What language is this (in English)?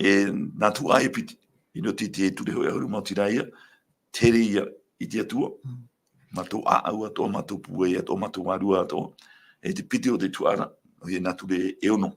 Tahitian